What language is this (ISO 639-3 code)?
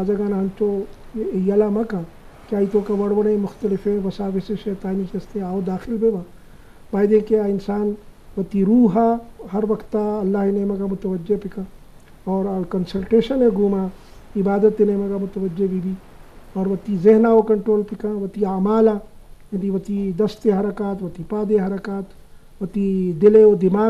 bgp